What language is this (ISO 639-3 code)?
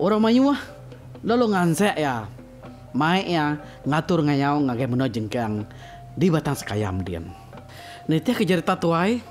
iba